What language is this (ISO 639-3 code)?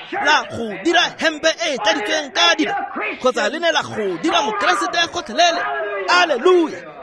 tsn